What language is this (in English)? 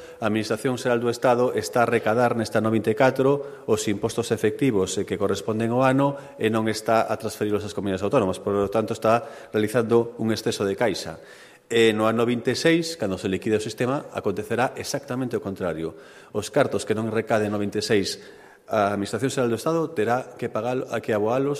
Galician